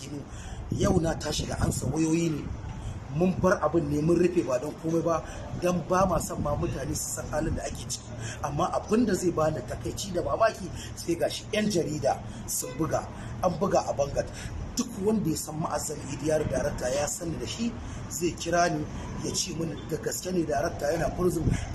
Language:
Hausa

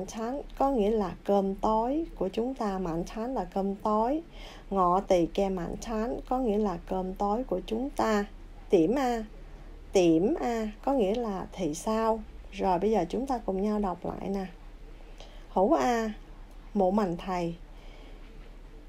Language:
Vietnamese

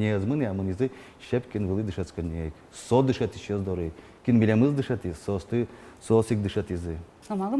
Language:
Udmurt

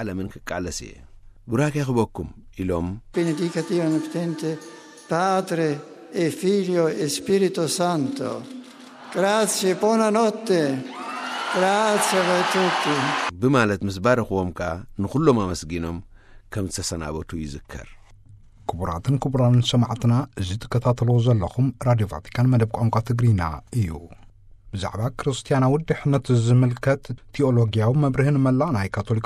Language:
Tigrinya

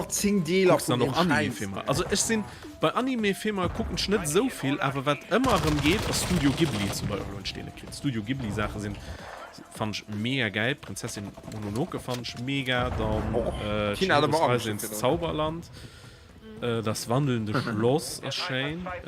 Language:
Luxembourgish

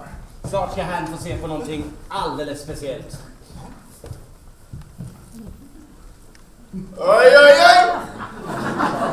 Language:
Swedish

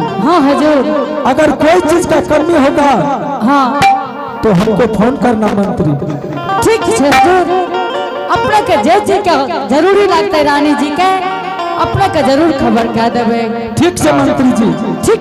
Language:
Angika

